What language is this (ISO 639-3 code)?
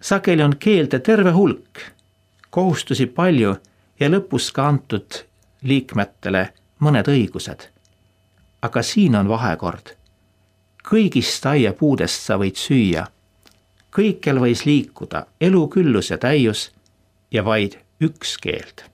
est